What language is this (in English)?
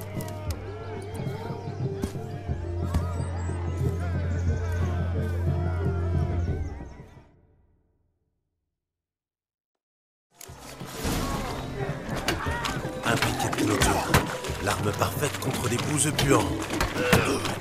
French